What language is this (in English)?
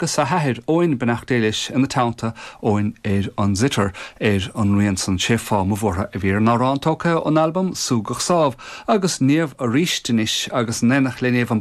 Irish